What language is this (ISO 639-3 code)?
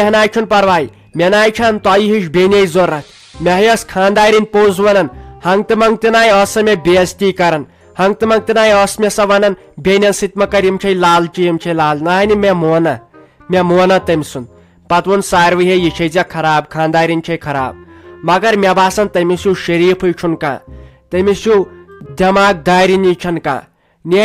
kas